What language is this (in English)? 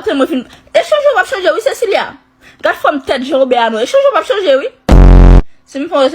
Haitian Creole